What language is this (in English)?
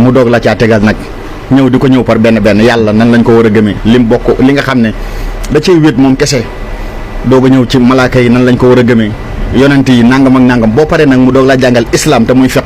Wolof